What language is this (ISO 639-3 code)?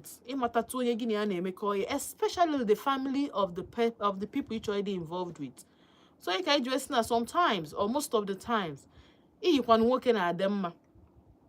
ibo